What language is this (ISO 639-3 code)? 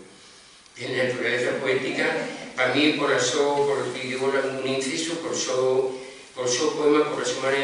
ast